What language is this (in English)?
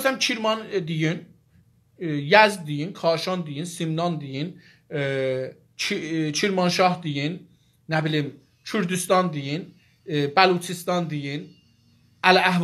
South Azerbaijani